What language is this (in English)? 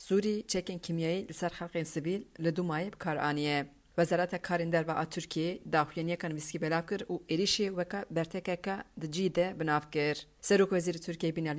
Kurdish